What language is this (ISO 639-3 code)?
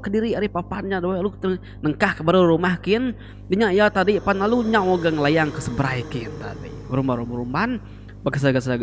iba